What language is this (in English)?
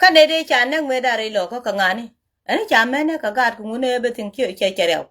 Nuer